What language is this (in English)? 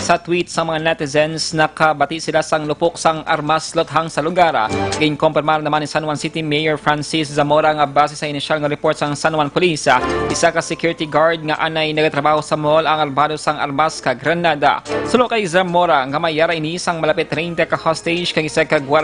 Hiligaynon